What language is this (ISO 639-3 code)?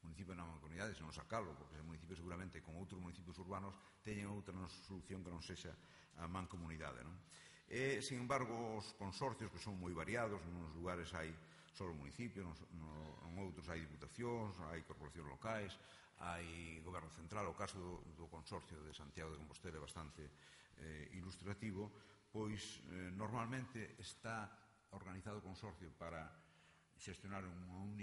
glg